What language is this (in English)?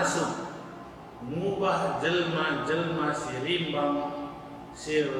Batak Karo